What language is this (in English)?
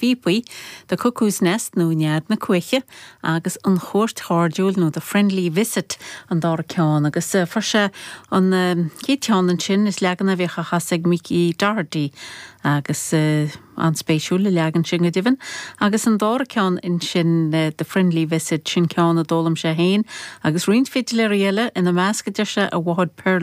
Irish